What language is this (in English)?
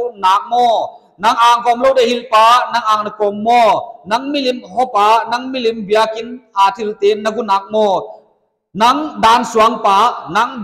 Paite Chin